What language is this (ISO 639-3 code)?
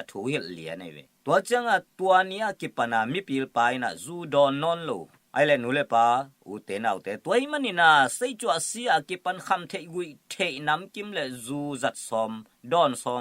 ctd